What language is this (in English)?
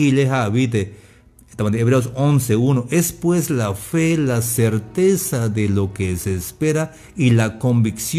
Tzeltal